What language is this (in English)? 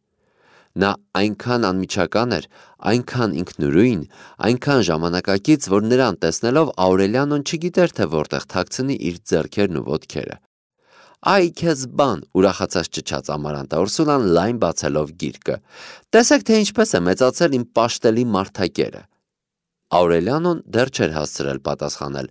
Armenian